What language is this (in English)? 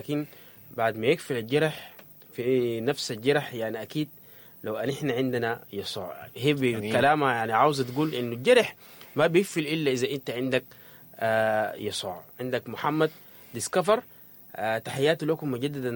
Sudanese Arabic